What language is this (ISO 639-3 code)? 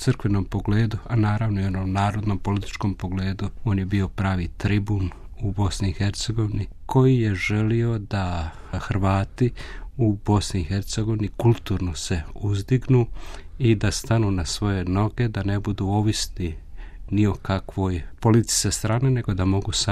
hrv